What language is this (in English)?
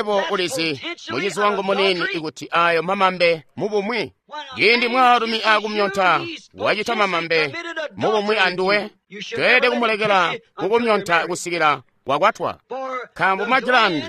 Tonga (Zambia)